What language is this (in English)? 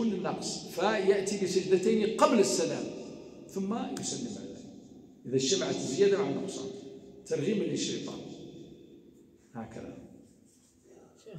Arabic